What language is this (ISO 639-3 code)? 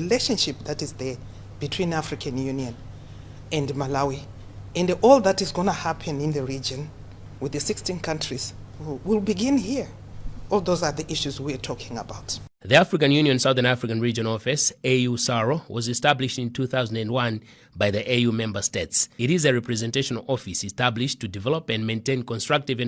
eng